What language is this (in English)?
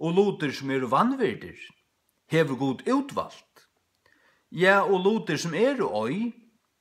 Faroese